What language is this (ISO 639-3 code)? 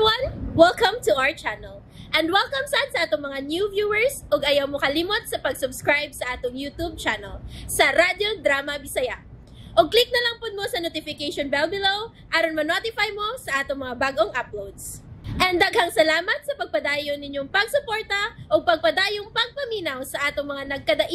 ceb